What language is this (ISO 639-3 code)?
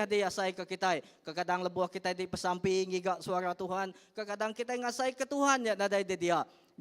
iba